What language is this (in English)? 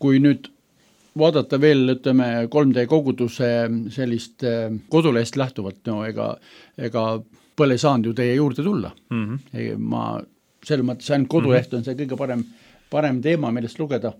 Estonian